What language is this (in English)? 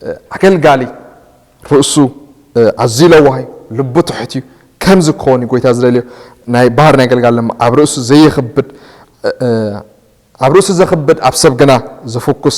Tigrinya